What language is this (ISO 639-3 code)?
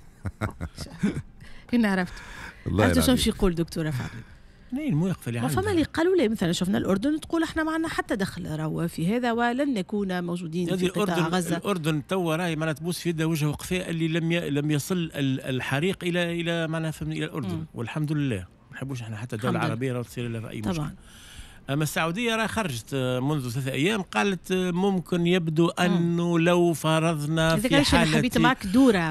aeb